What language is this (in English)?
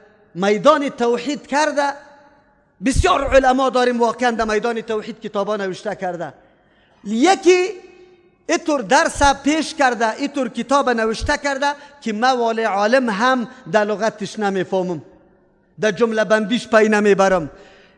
Persian